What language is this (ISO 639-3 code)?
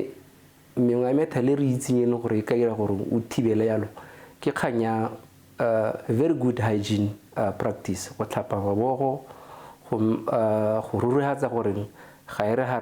tsn